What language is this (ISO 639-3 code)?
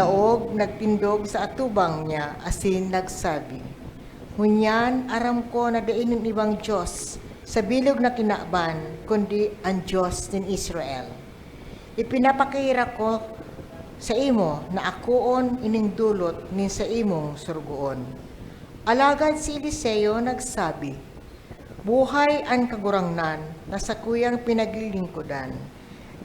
bik